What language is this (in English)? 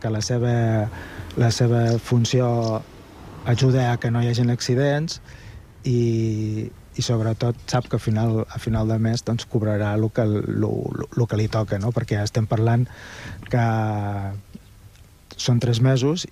Catalan